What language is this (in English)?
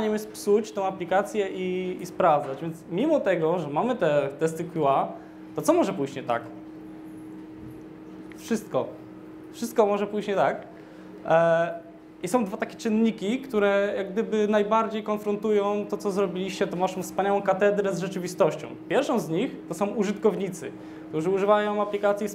Polish